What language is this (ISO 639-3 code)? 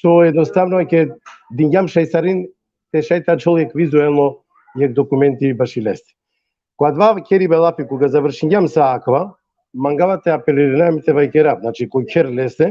rmn